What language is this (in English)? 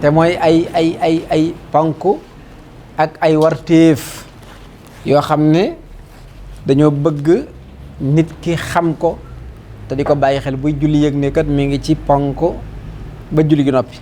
Wolof